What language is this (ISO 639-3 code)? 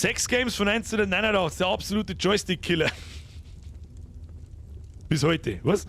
bar